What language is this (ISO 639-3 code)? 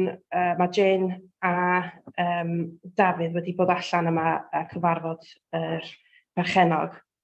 cym